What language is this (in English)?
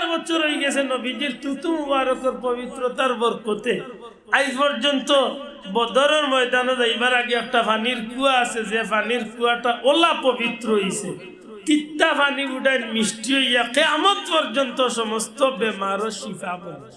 Sylheti